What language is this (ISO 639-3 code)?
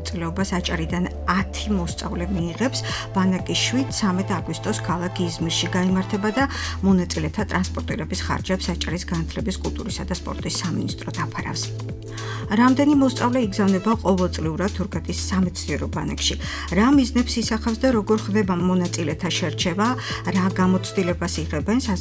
kat